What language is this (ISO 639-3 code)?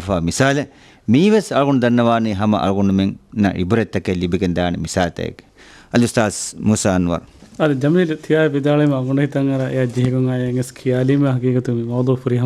div